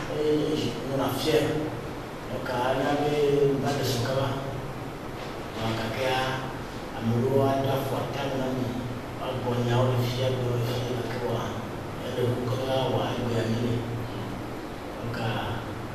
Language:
French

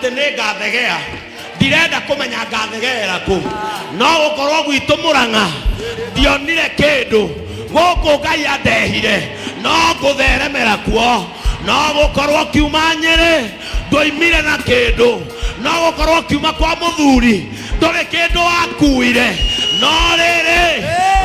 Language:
Kikuyu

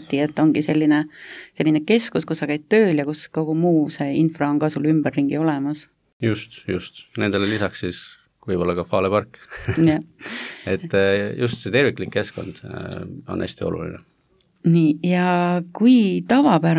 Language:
Estonian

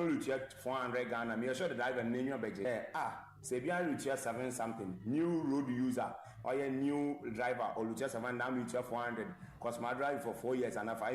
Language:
Akan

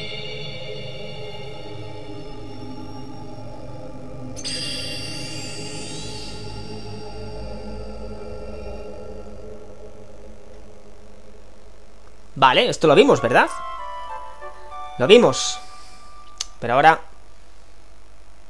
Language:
Spanish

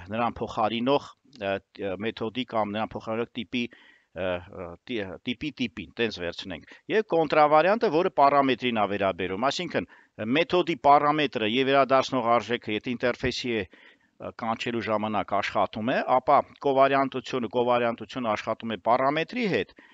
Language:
Armenian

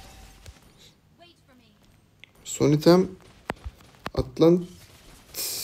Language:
Turkish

